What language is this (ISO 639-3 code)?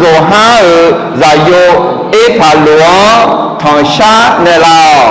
ahk